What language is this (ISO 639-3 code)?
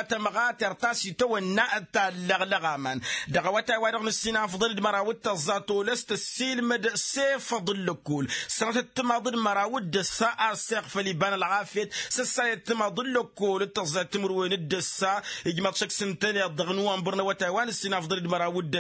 taq